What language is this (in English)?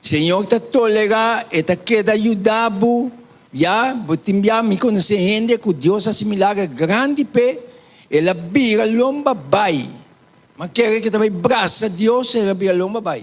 Papiamento